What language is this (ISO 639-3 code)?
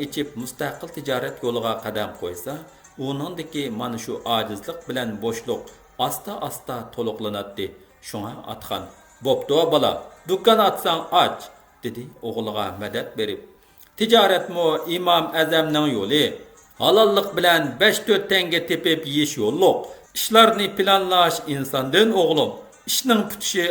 uig